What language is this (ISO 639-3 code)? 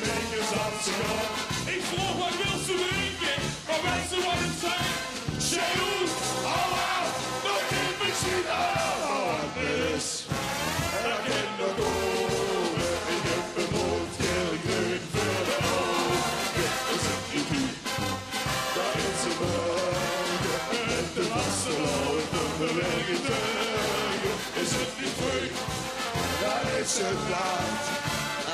lim